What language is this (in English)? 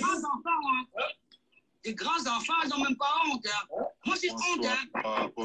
French